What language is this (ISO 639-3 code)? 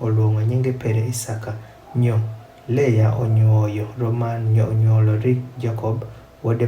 adh